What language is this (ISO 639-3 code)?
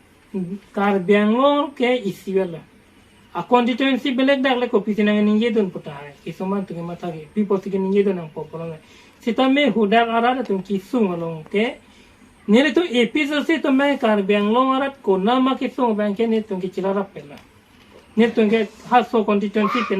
mjw